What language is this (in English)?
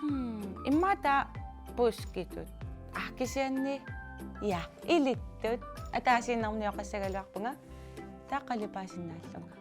Kalaallisut